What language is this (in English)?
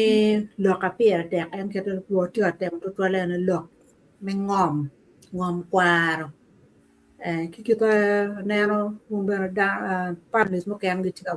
Acoli